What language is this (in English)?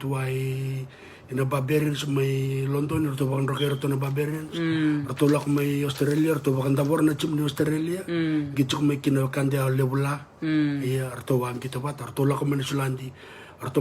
Fijian